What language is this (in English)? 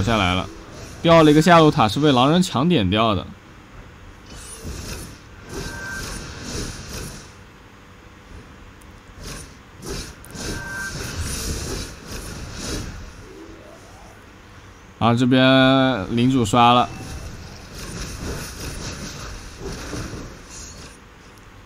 Chinese